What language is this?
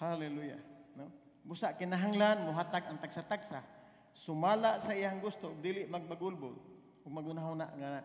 Cebuano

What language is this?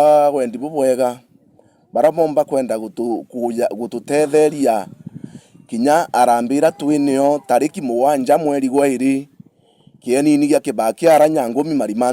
Meru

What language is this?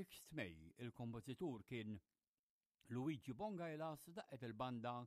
Maltese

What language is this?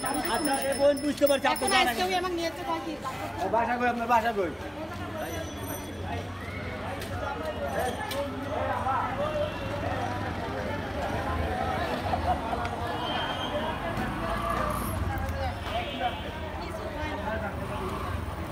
Bangla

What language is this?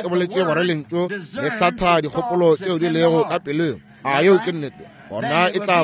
Northern Sotho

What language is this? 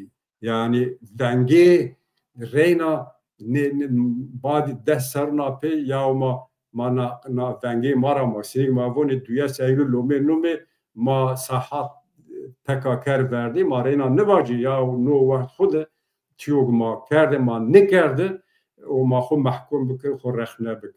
Zaza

